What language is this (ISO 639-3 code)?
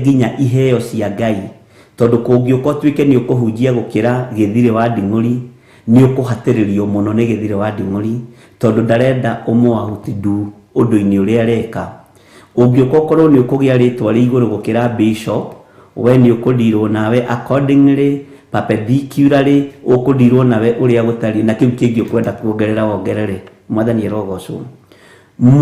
kik